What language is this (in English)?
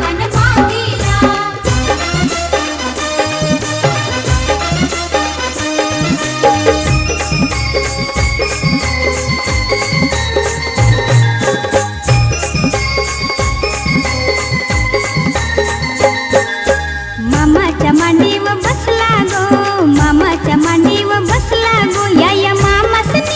Marathi